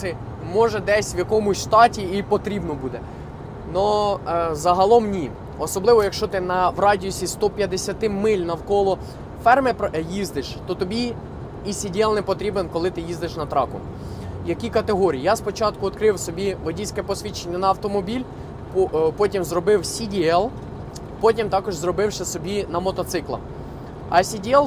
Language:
Ukrainian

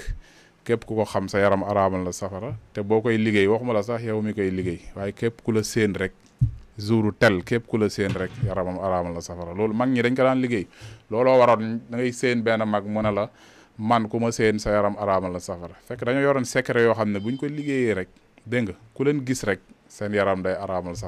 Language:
Wolof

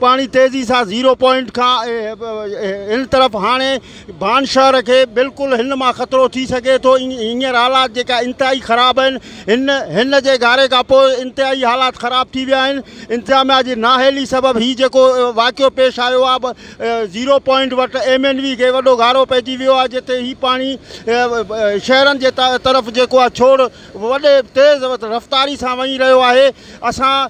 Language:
Sindhi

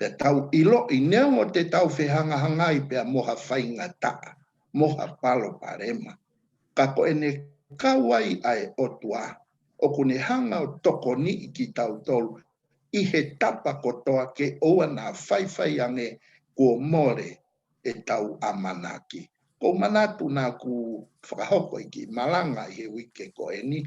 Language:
Tongan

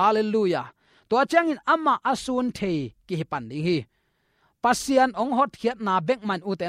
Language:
Tedim Chin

